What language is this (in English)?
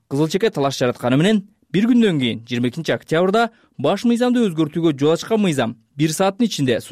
Kyrgyz